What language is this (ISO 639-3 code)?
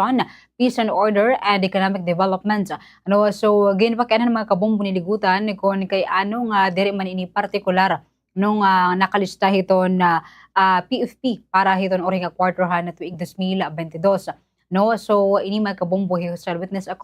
war